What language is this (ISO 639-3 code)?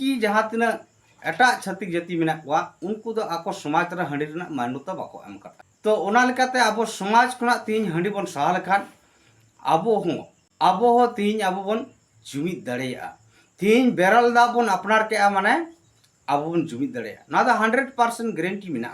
sat